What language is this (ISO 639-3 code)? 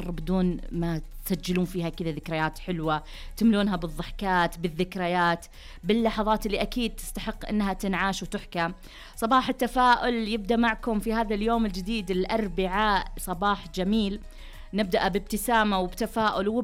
ars